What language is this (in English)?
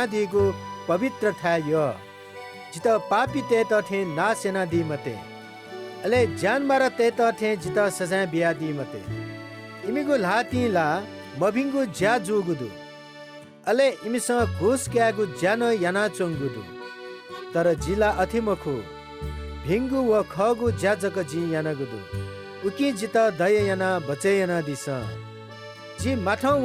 Newari